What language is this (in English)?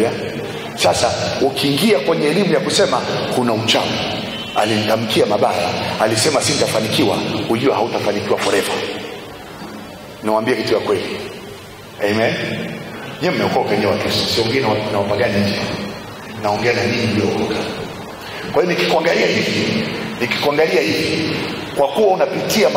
Swahili